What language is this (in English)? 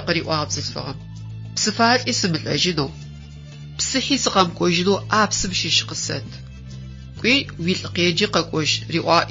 Adyghe